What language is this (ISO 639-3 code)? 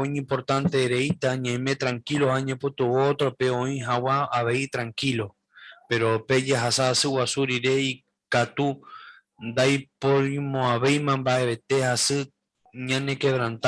grn